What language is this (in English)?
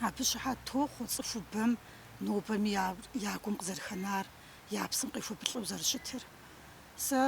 Kabardian